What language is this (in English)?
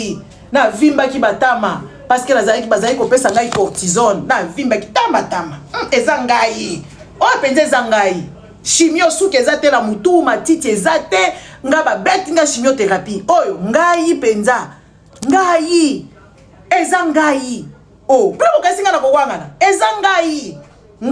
Lingala